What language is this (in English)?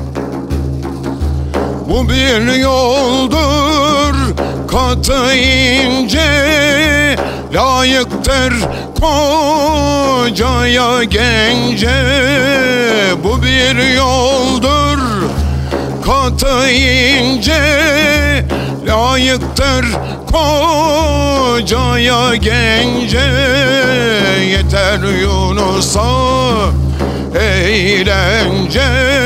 Turkish